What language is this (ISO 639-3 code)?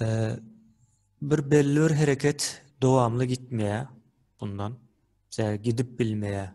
tuk